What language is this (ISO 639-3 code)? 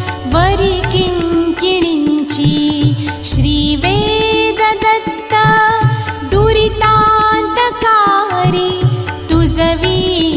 mar